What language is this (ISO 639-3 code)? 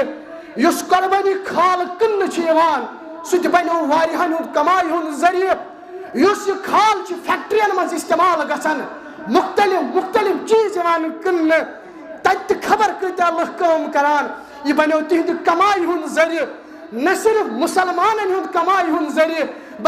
kas